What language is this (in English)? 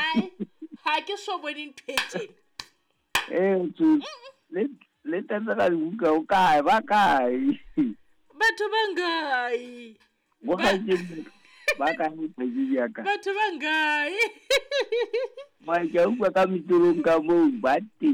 Southern Sotho